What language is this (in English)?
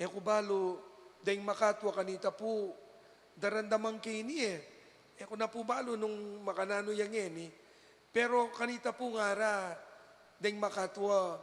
Pampanga